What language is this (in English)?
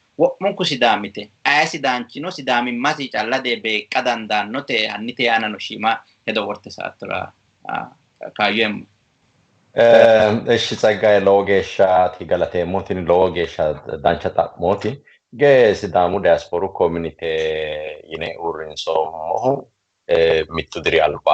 Sidamo